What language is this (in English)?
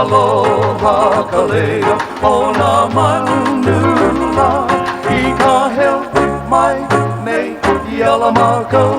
Hawaiian